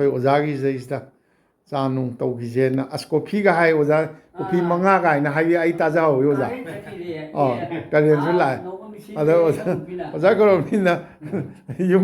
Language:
Manipuri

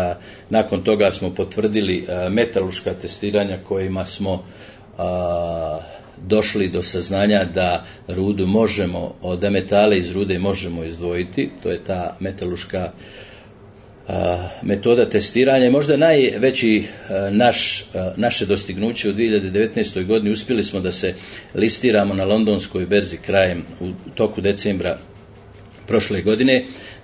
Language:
Bosnian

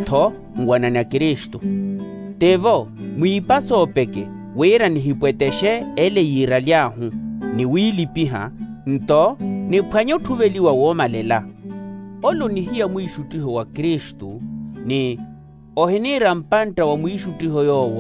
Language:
Makhuwa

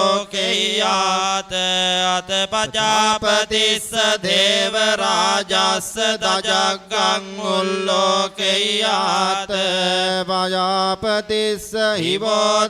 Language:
Pali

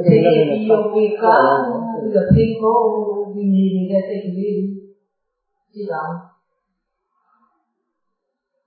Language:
Burmese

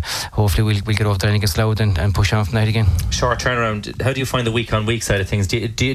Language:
English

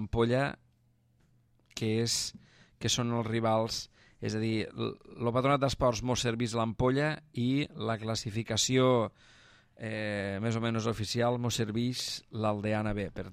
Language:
Catalan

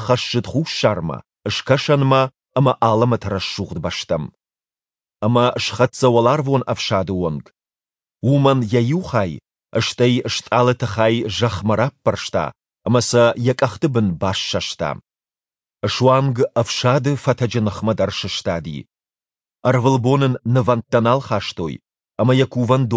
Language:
Ossetic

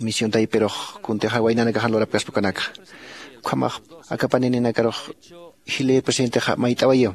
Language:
Aymara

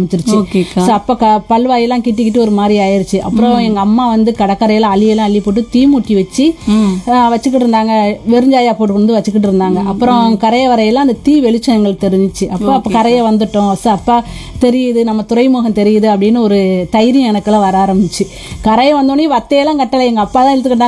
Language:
Tamil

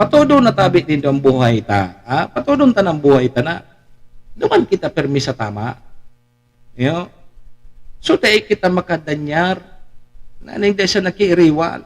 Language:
Bikol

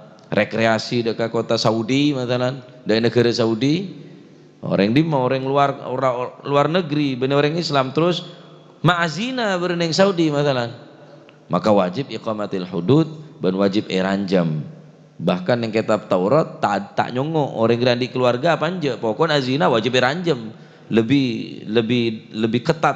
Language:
Madurese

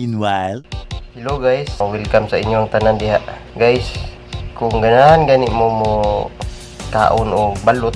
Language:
Cebuano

